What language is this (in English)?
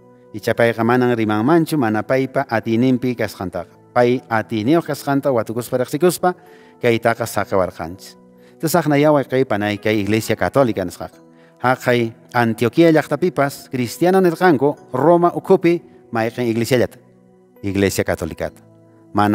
Quechua